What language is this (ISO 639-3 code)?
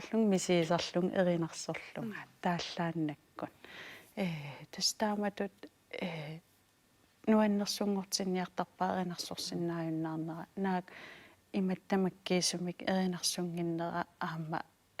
kal